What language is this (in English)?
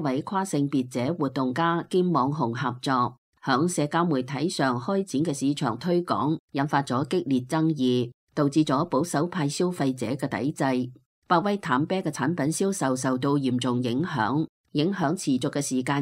Cantonese